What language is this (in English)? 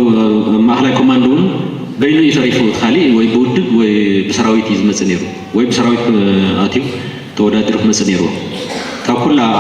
Tigrinya